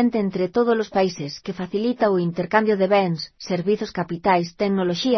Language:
Galician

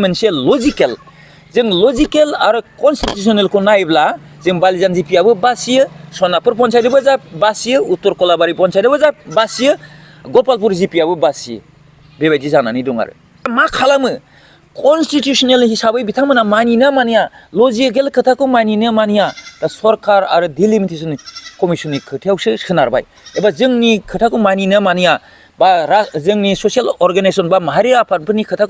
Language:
Bodo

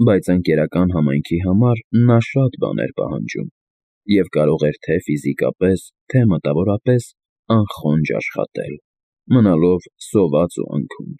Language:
Armenian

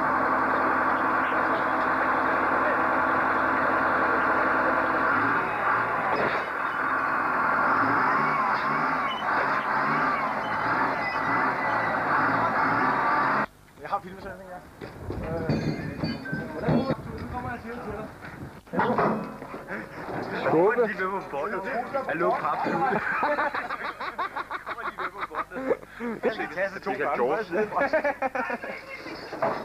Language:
Danish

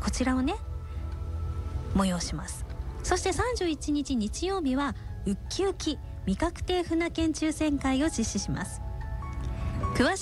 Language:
Japanese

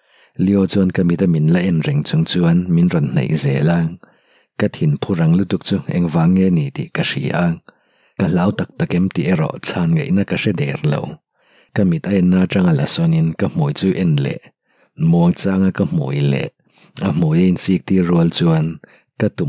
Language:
Mizo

